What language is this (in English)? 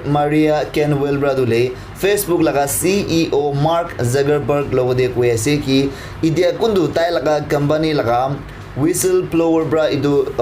Naga Pidgin